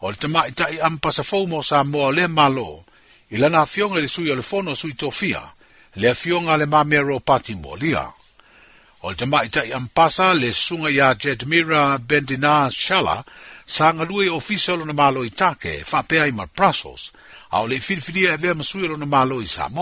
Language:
Samoan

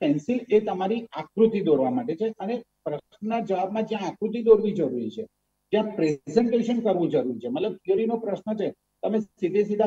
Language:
Gujarati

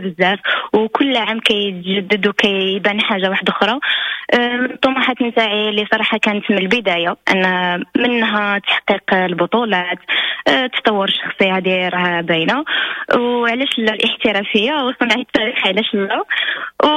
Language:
Moroccan Arabic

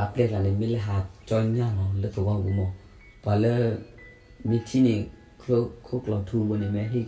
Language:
S'gaw Karen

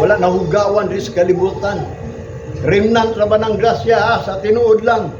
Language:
Cebuano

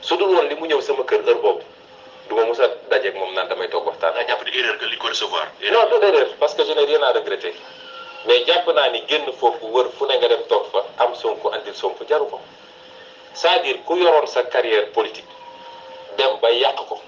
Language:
Wolof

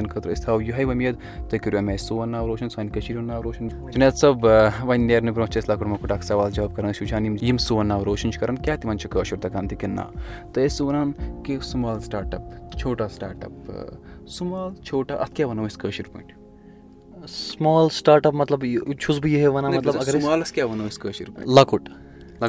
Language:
Kashmiri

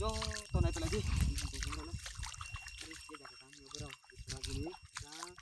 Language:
Riang (India)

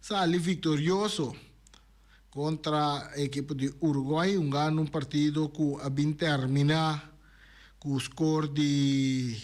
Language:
Papiamento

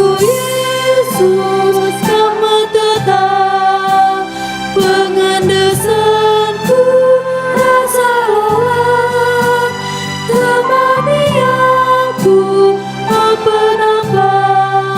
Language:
Batak Karo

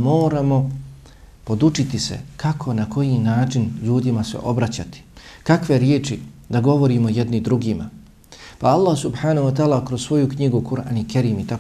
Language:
Bosnian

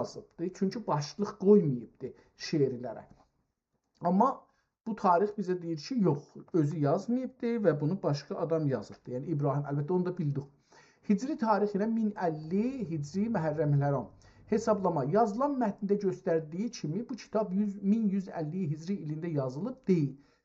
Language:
South Azerbaijani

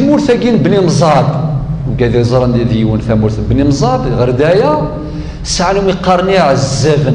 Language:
Kabyle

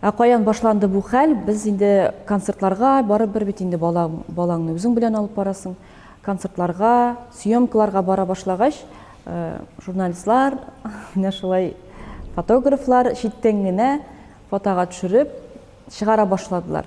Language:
Tatar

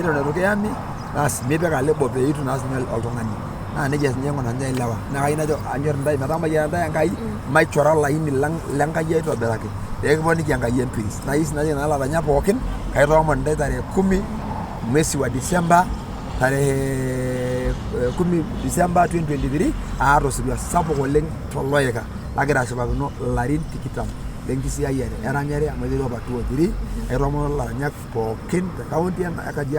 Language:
Masai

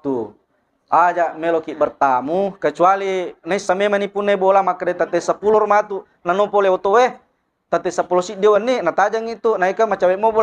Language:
Buginese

